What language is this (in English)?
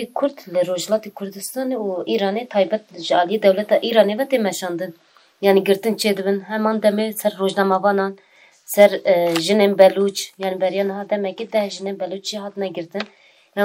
Kurdish